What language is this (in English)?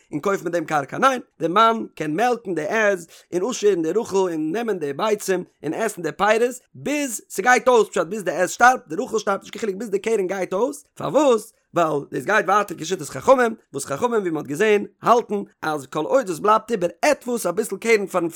Yiddish